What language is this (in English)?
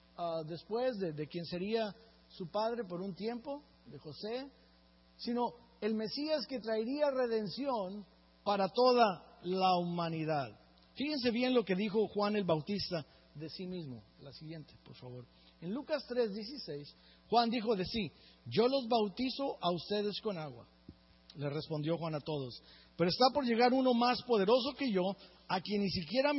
Spanish